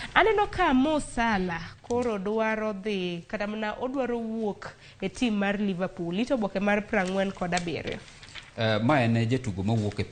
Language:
Luo (Kenya and Tanzania)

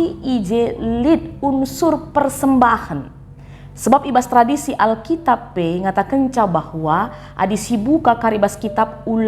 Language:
Batak Karo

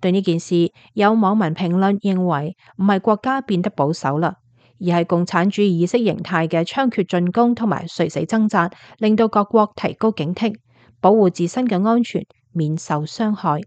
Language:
Cantonese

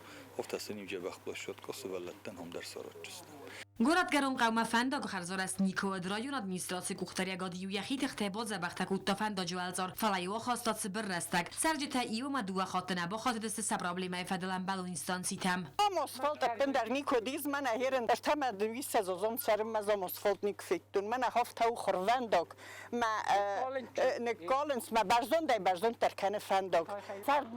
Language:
Ossetic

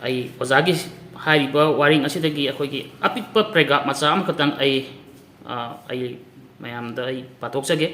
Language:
Manipuri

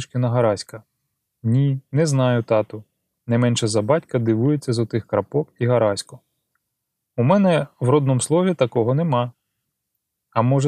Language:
Ukrainian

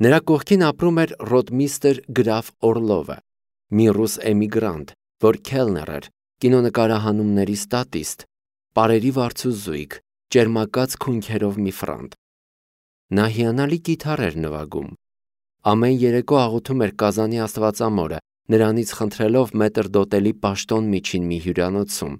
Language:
Armenian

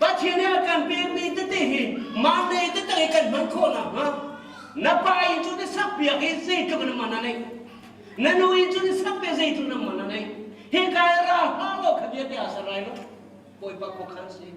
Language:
Hakha Chin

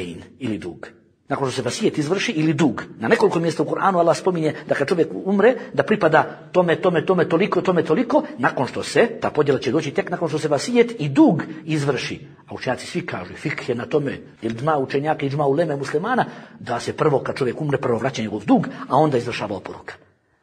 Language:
Bosnian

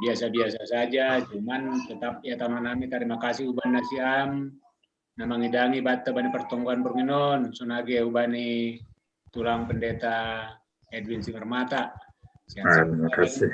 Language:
Batak Simalungun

